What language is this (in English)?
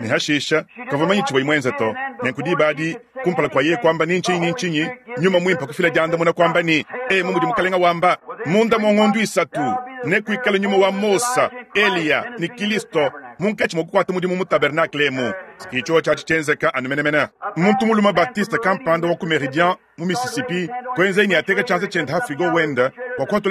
Luba-Lulua